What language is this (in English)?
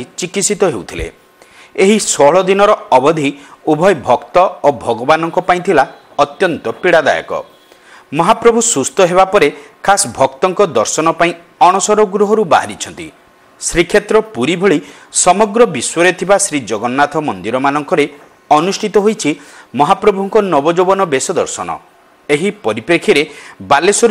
Odia